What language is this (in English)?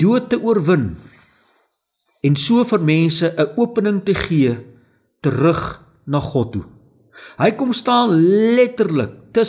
Afrikaans